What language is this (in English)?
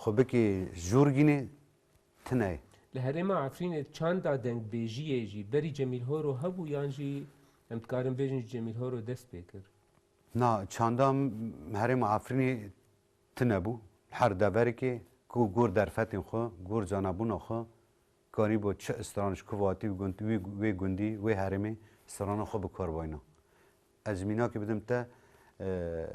Kurdish